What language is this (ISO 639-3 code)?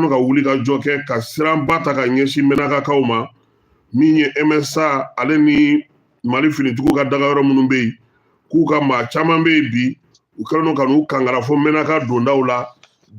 bam